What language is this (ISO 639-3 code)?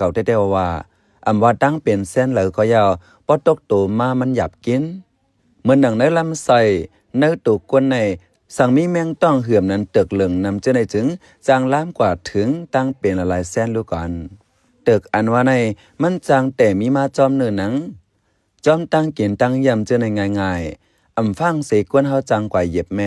shn